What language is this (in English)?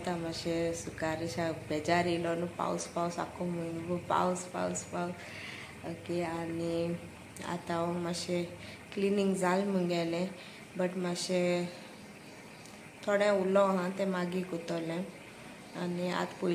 Konkani